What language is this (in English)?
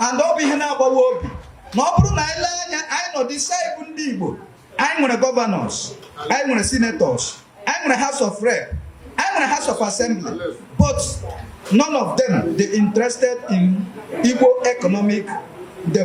Igbo